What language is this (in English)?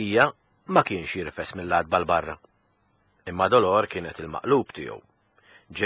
Maltese